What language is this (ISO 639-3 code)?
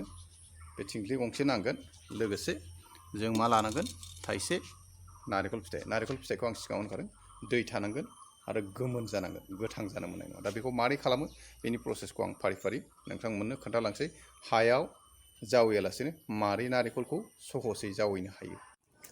brx